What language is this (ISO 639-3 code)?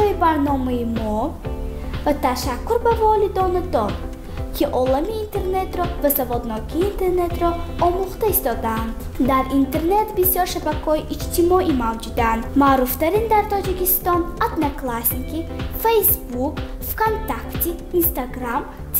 tgk